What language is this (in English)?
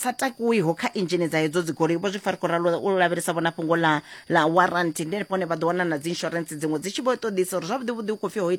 Venda